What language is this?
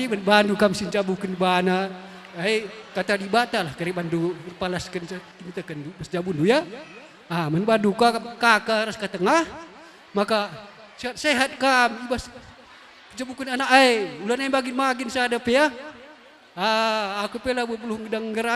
Batak Karo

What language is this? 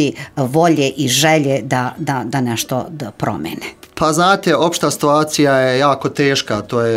Serbian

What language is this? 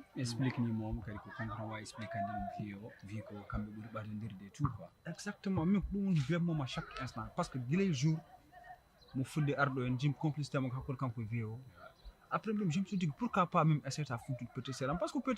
Fula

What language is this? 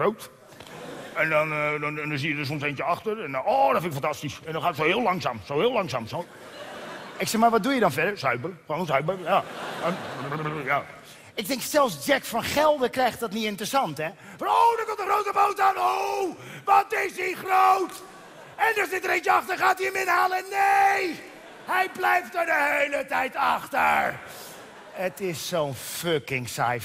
Dutch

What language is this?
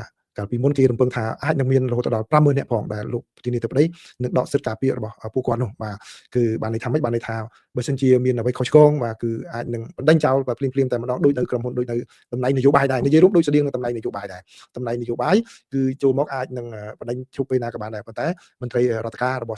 Khmer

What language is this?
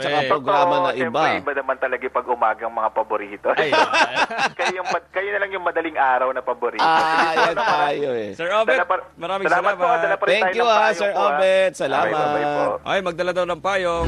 Filipino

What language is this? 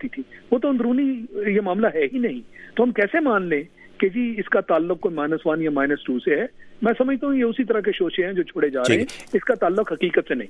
Urdu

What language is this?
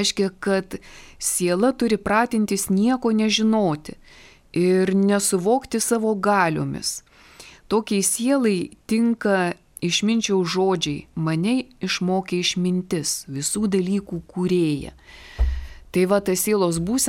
Lithuanian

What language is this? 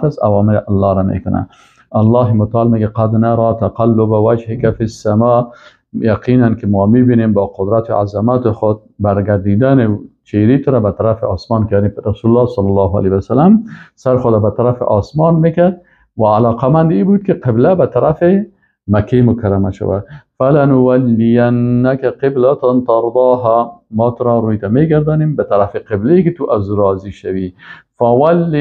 Persian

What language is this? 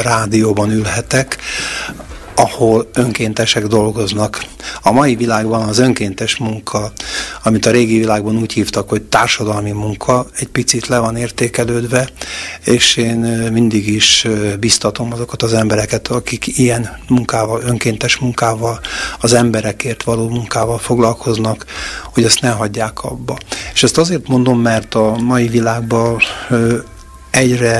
Hungarian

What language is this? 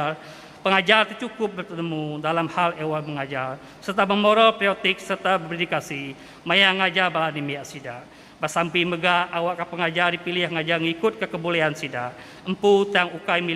Iban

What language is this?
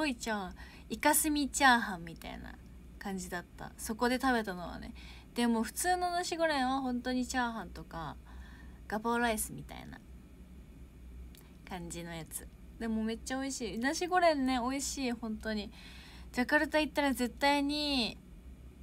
Japanese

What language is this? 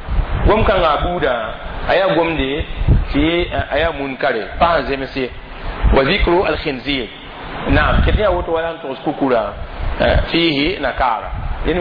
Mossi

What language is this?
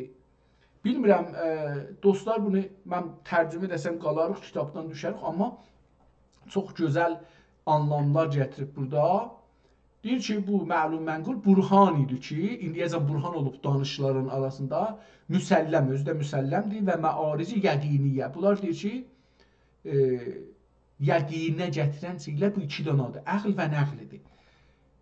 South Azerbaijani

